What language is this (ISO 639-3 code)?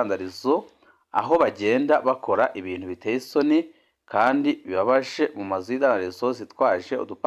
run